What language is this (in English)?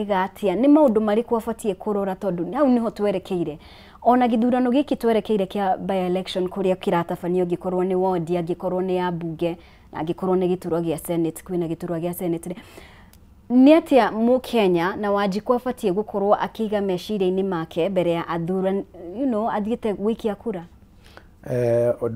Kikuyu